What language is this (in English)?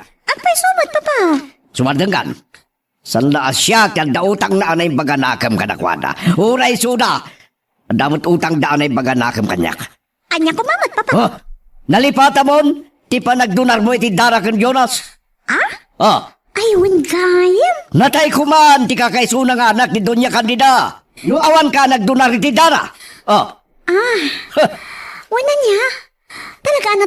Iloko